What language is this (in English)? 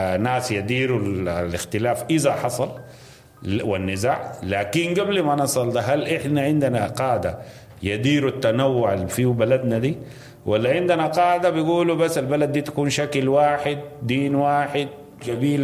Sudanese Arabic